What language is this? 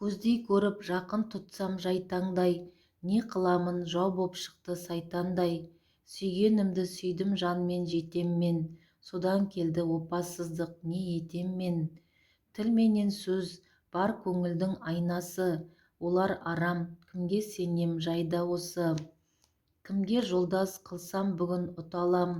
Kazakh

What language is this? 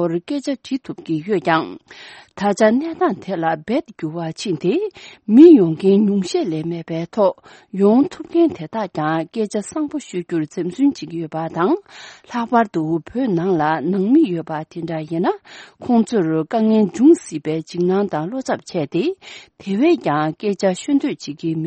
Tibetan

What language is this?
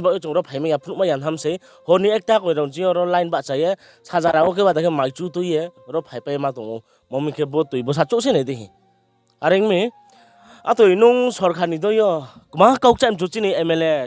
Riang (India)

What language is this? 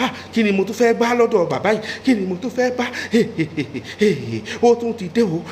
Yoruba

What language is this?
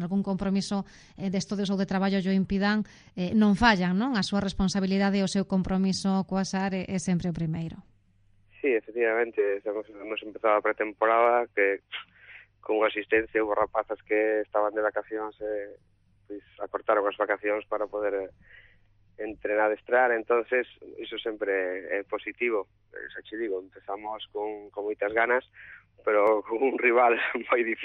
Galician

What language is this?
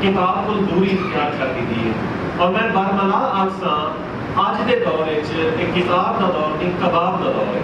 Saraiki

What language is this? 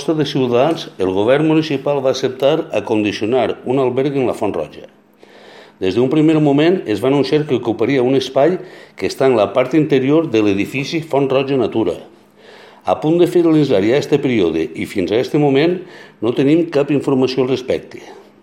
Catalan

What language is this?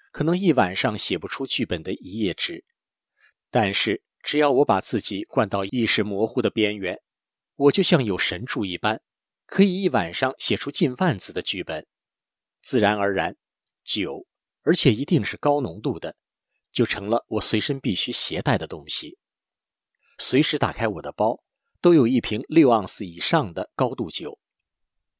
Chinese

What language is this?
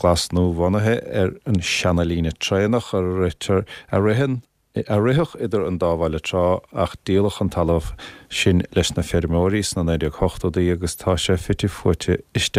Irish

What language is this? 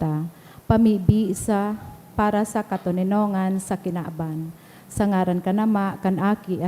Bikol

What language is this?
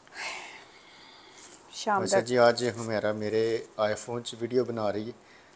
Punjabi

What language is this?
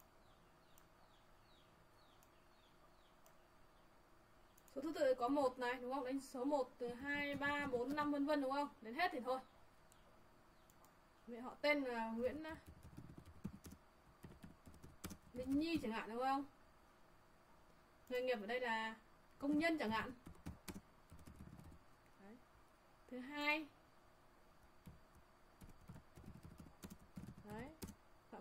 Vietnamese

